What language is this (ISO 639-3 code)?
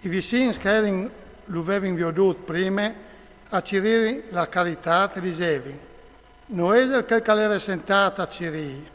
fur